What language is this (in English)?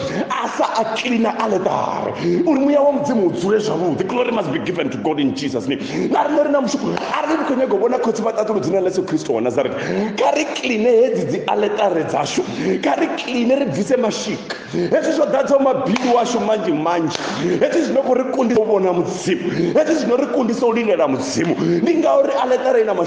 Venda